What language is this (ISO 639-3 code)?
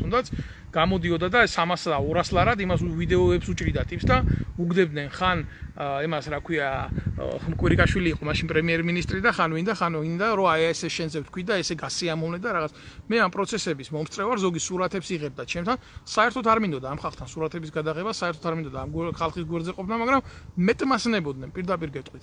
kat